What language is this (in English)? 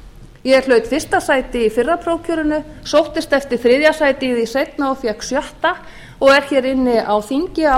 Icelandic